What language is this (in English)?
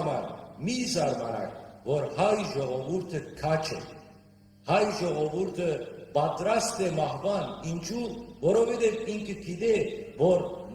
Western Armenian